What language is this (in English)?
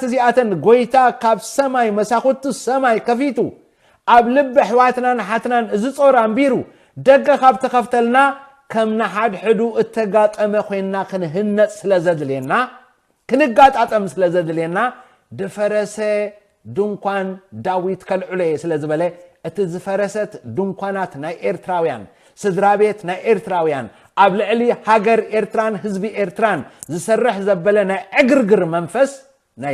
Tigrinya